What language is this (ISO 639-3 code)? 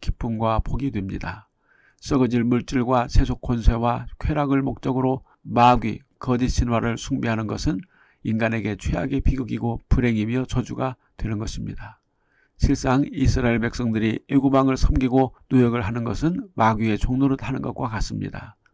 kor